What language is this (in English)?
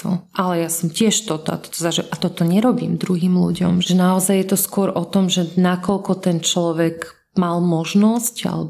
Slovak